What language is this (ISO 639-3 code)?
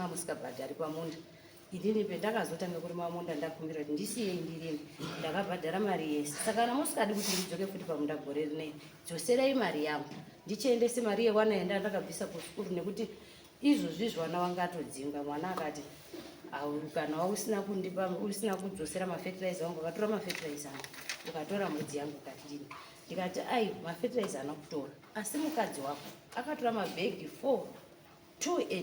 sna